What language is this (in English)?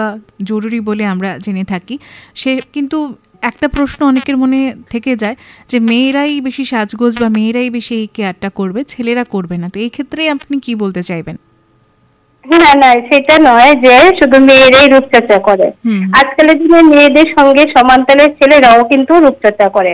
Bangla